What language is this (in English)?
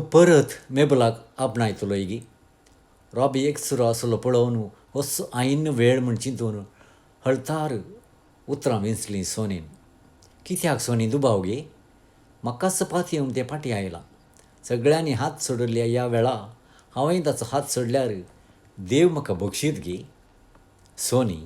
Konkani